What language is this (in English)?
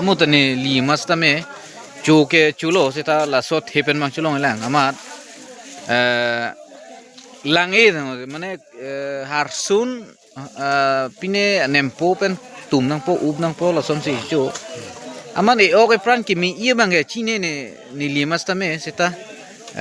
Karbi